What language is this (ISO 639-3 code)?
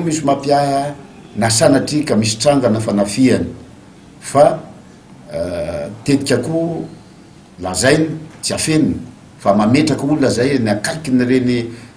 mlg